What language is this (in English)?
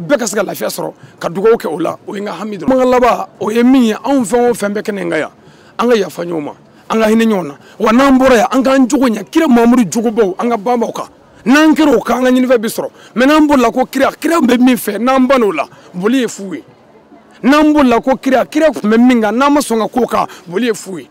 Bambara